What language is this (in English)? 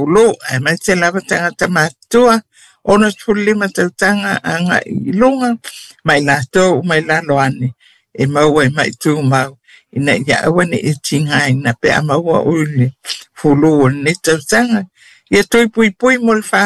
Samoan